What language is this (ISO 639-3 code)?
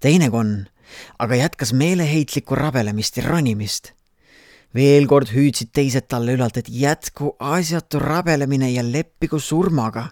est